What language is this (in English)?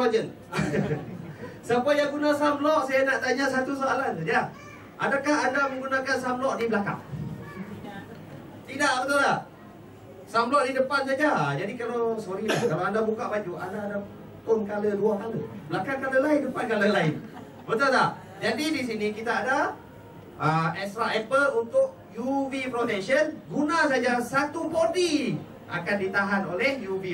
Malay